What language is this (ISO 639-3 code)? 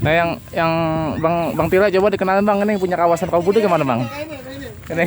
bew